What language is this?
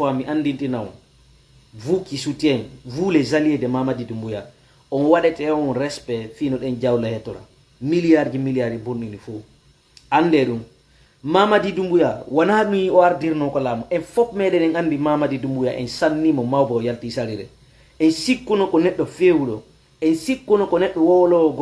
Fula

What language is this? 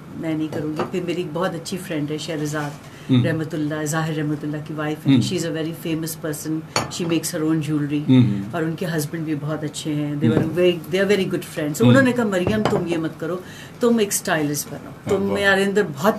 Urdu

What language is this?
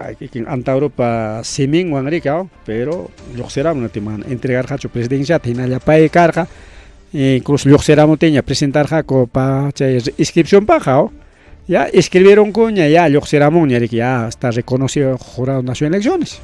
Ayacucho Quechua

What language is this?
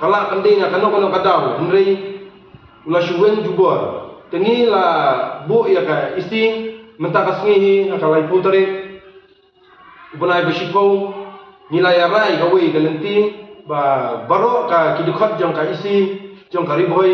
Khasi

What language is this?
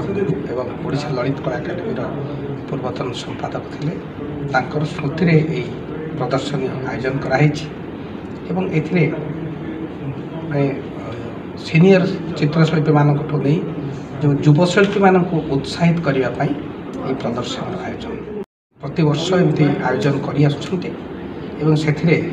Odia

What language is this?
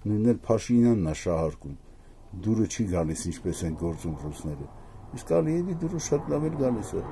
Armenian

